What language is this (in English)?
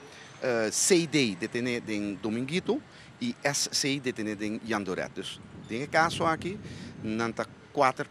Papiamento